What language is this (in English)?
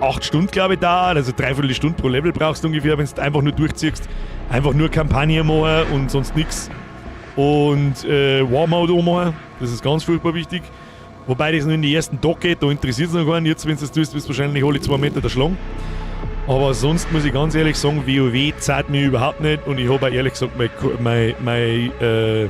Bavarian